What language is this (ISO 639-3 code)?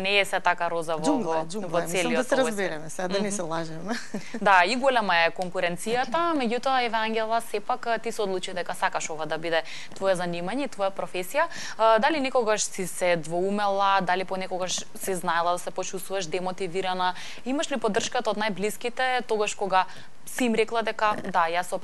mkd